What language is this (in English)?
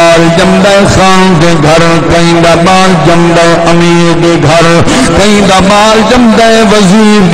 Saraiki